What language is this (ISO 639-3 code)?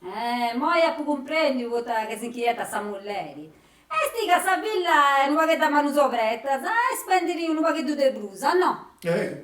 srd